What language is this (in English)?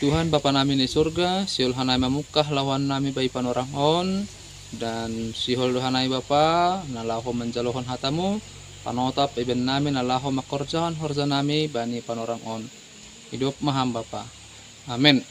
Batak Simalungun